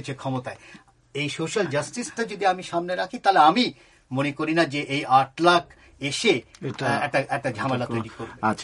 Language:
Bangla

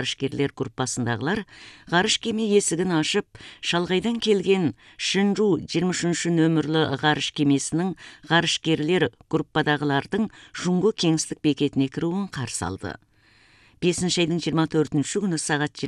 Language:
Kazakh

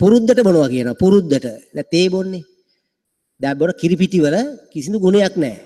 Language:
Sinhala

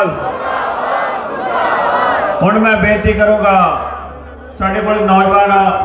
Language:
Punjabi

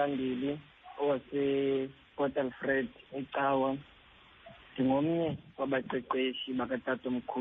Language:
Xhosa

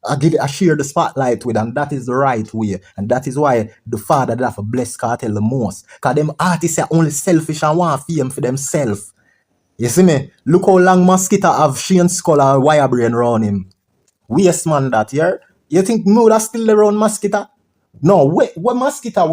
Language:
Jamaican Creole English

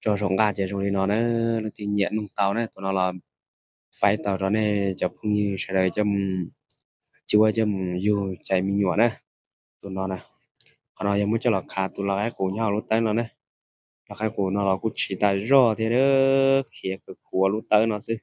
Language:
Hmong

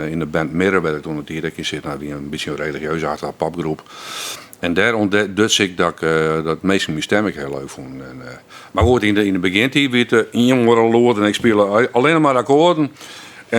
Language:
Western Frisian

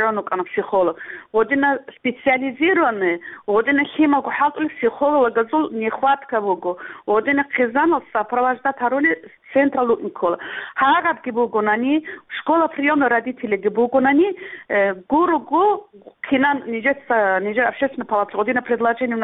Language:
Avaric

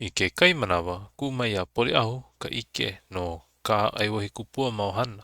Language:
Hawaiian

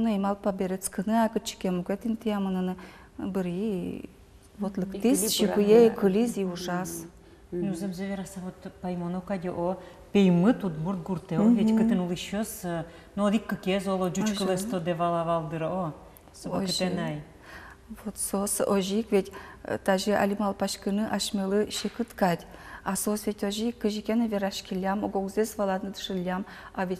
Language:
Udmurt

